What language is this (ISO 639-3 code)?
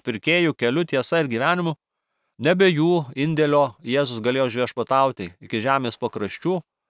lit